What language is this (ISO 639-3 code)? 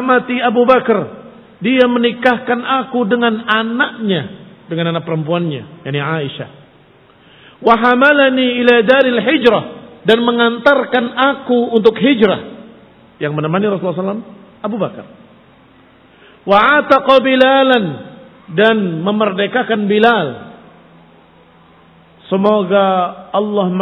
ind